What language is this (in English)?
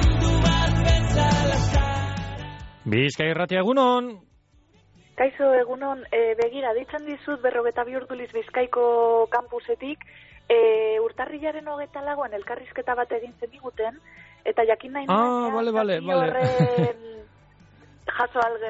Basque